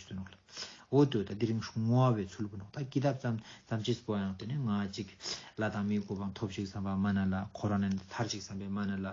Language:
Ladakhi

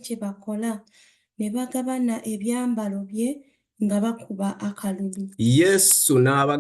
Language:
Ganda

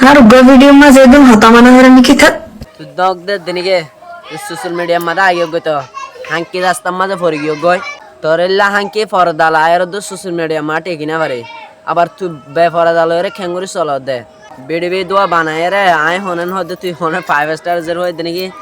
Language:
Rohingya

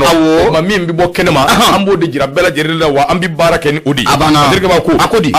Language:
Bambara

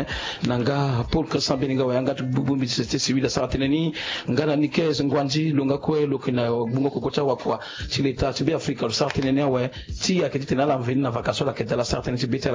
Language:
Sango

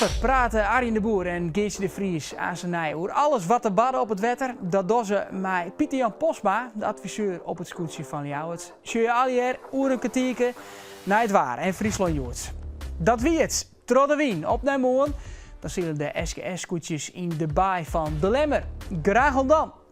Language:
Western Frisian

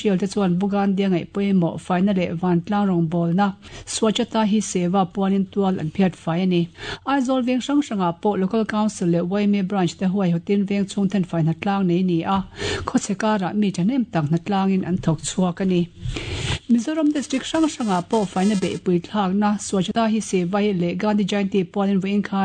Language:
Mizo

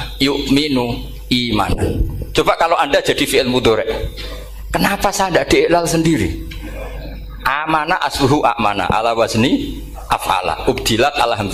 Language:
Indonesian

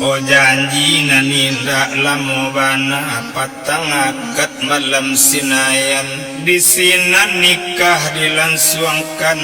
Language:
Minangkabau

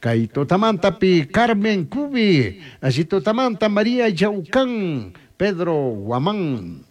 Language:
Chimborazo Highland Quichua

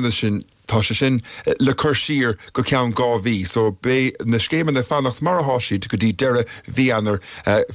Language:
Irish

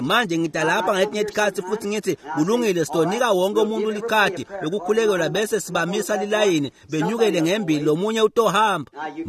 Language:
Swati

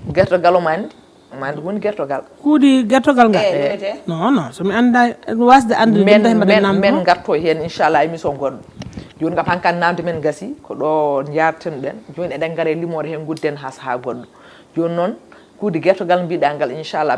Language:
Fula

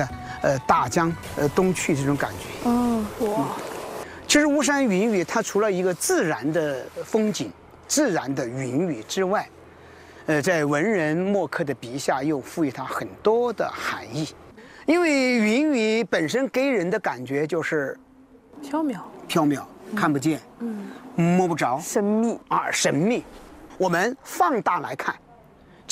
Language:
Chinese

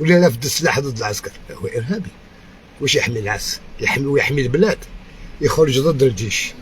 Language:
Algerian Arabic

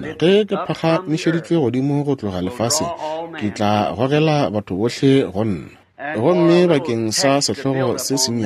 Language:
Northern Sotho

